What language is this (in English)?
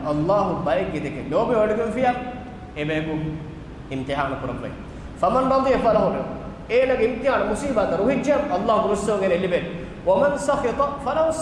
Divehi